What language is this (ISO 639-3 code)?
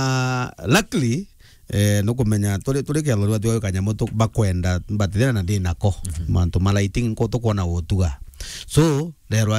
mer